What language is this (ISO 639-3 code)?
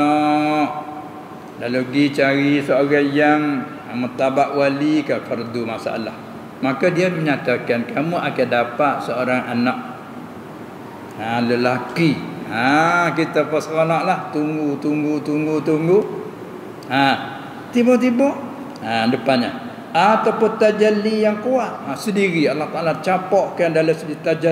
msa